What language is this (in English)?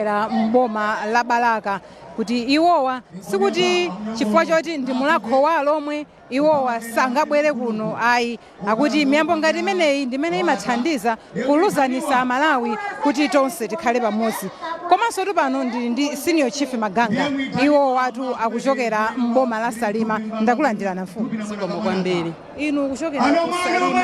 Nyanja